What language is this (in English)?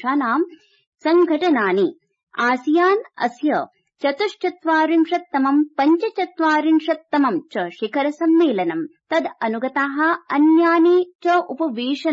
Sanskrit